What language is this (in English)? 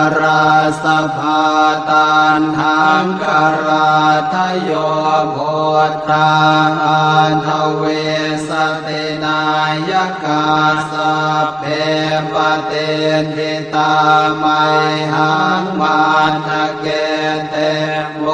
Pali